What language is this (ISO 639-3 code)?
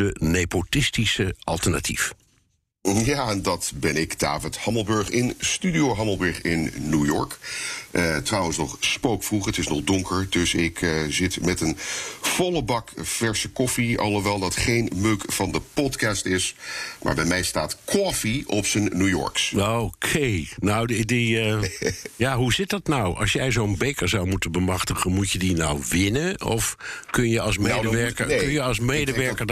nld